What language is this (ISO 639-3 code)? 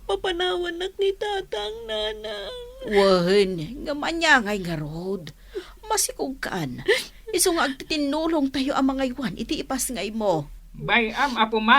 ilo